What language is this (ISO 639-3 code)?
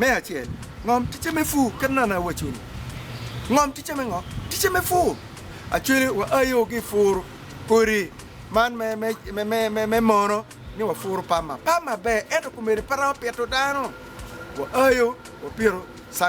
ach